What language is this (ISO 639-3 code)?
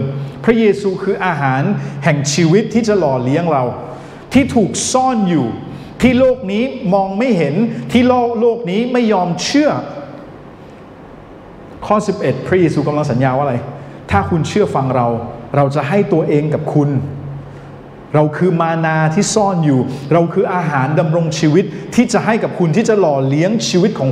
tha